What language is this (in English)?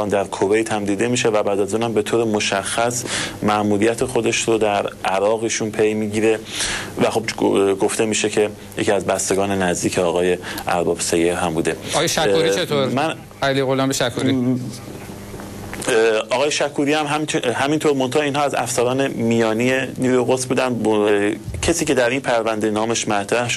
Persian